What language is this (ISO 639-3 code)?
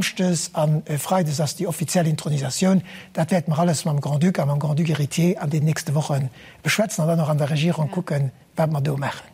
ltz